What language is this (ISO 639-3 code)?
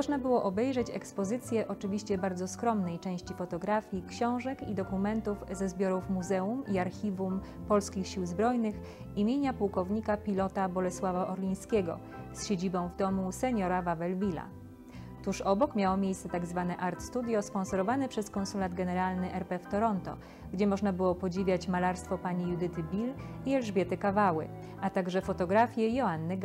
pol